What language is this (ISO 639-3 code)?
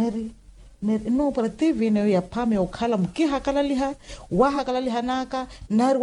vmw